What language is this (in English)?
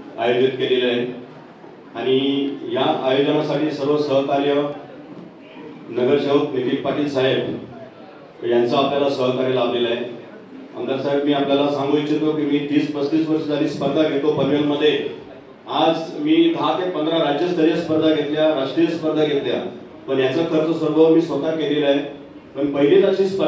Marathi